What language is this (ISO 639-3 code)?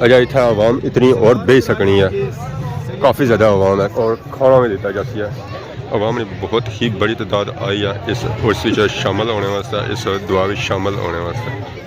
phr